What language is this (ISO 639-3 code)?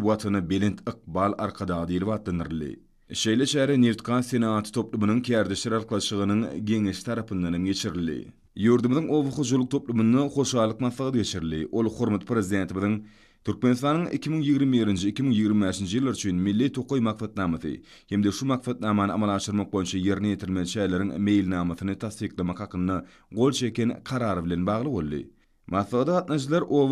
tuk